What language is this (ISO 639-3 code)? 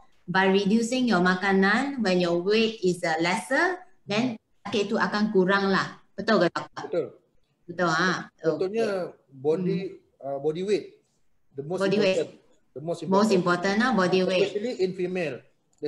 msa